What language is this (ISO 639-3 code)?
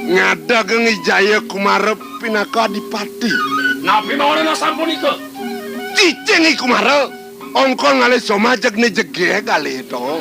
ban